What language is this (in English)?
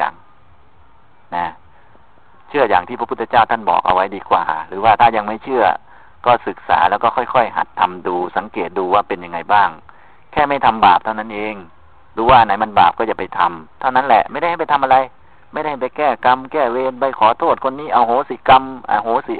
Thai